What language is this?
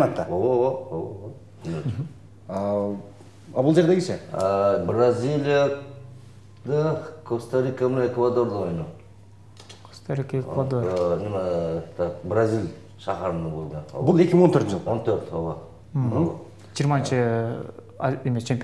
Kyrgyz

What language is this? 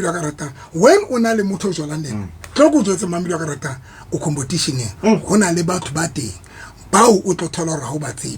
Southern Sotho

